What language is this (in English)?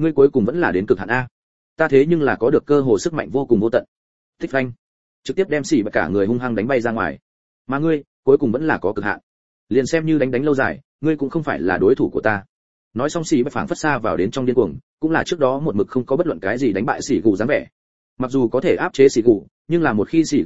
Vietnamese